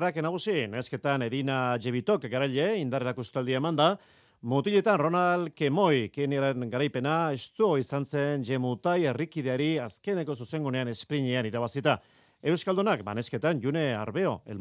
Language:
Basque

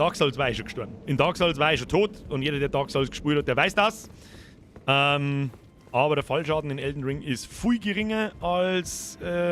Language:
Bavarian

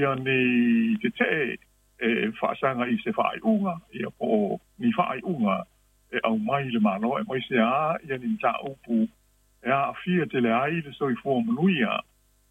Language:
Samoan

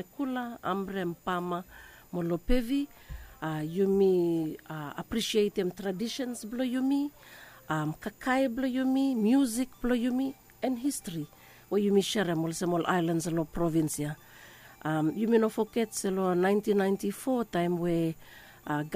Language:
Bislama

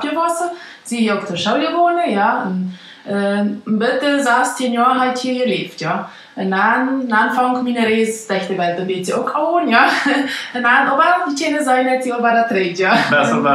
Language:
Plautdietsch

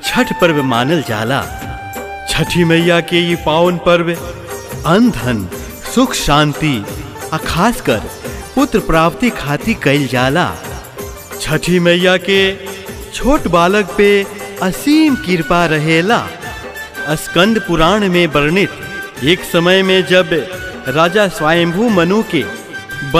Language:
Bhojpuri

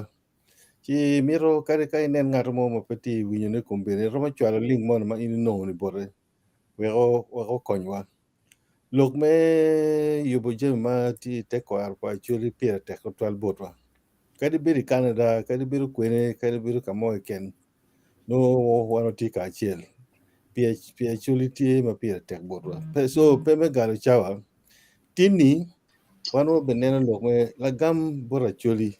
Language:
Acoli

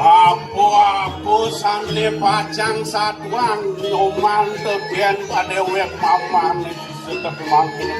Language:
Balinese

